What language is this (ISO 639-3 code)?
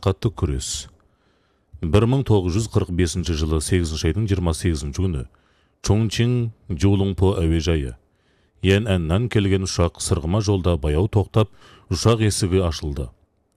kaz